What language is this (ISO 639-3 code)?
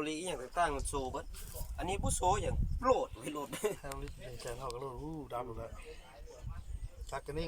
lao